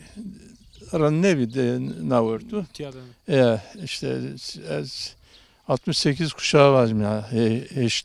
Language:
Zaza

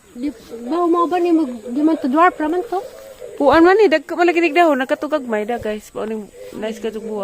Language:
Cebuano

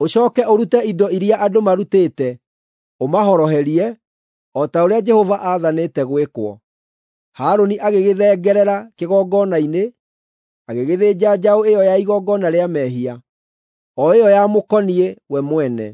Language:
Kikuyu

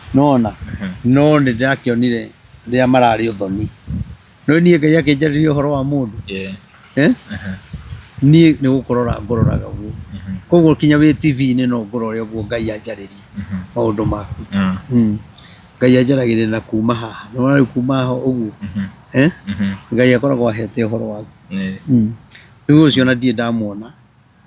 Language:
Kikuyu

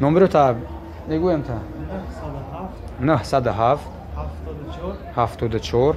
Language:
Tajik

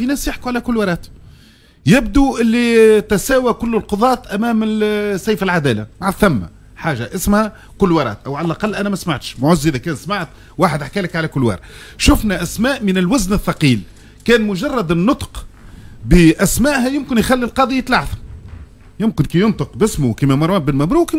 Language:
Tunisian Arabic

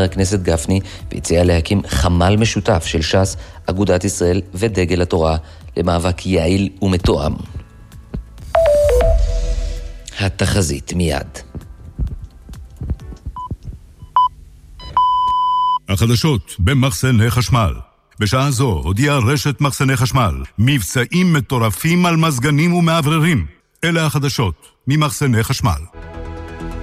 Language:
Hebrew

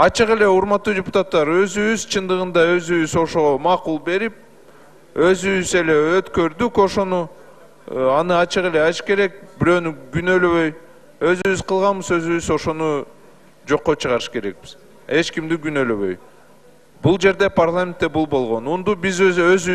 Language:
Kyrgyz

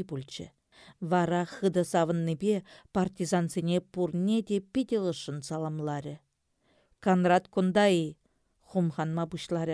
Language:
Chuvash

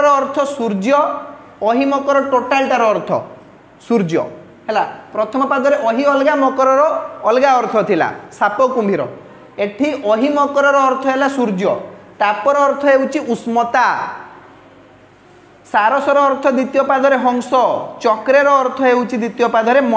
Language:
Odia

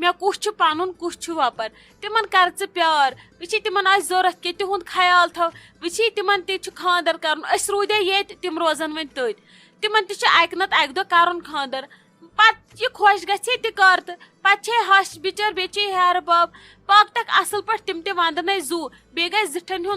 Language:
Kashmiri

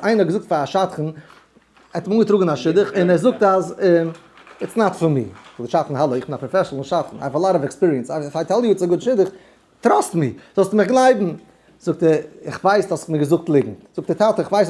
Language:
Yiddish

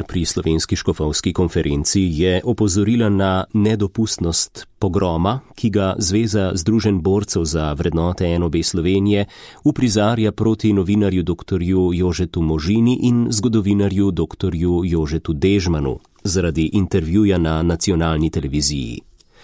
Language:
Slovenian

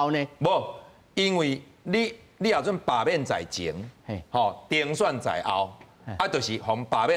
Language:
Min Nan Chinese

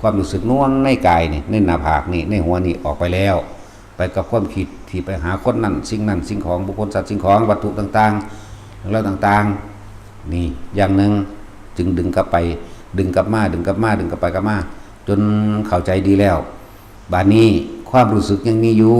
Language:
Northeastern Thai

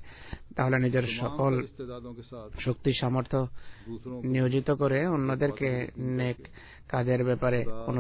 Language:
Bangla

